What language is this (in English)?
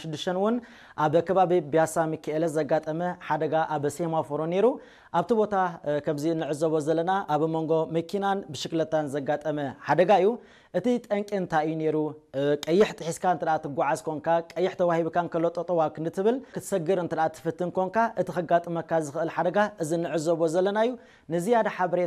Tigrinya